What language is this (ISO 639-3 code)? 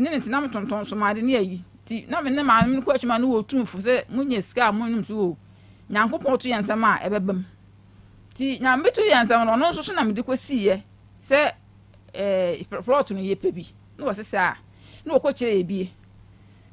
aka